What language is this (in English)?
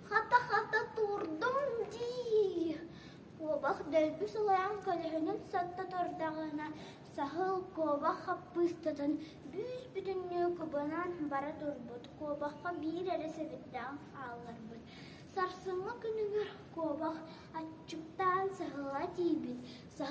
Yakut